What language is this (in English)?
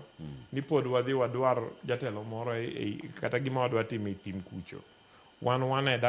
Luo (Kenya and Tanzania)